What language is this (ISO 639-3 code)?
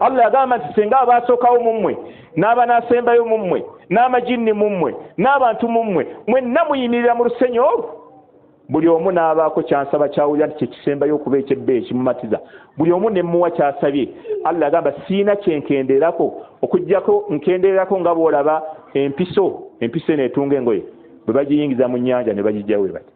lug